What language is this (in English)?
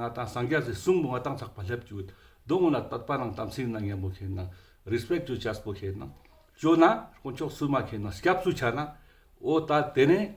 Ladakhi